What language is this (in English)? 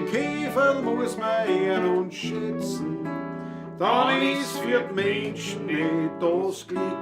Bavarian